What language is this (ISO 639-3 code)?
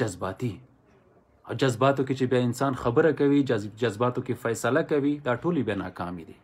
pus